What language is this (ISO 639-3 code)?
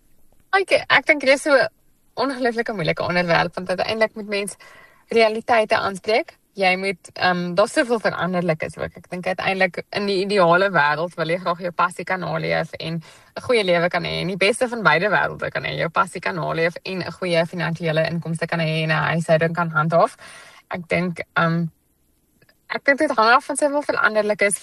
afr